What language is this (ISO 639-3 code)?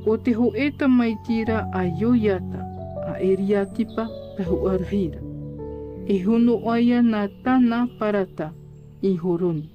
tah